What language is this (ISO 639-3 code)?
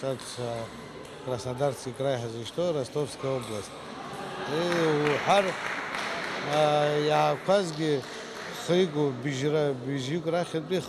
abk